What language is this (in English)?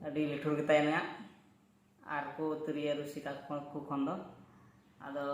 Santali